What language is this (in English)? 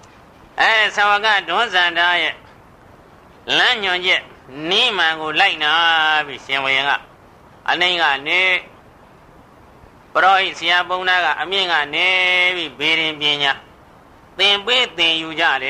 Burmese